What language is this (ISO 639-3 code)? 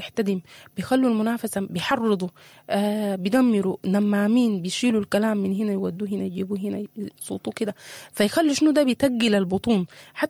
apd